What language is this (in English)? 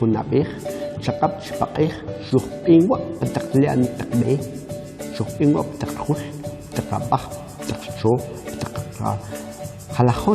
Kʼicheʼ